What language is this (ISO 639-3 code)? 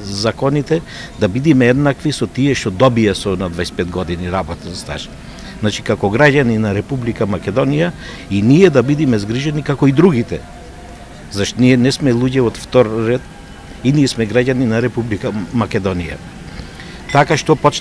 mkd